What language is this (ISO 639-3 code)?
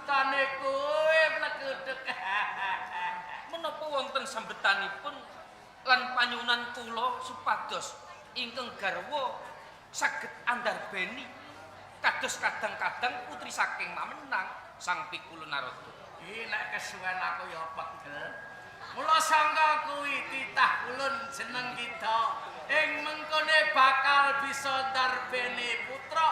jav